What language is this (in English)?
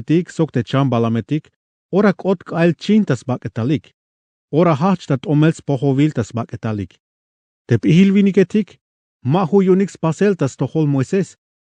Tzeltal